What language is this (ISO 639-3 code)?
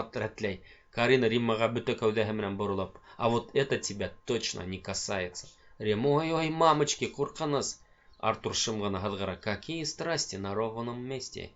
bak